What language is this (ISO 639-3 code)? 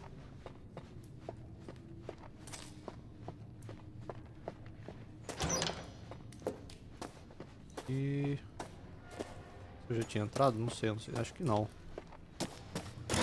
por